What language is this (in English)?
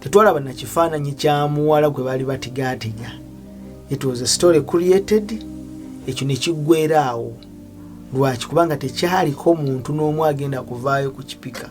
Ganda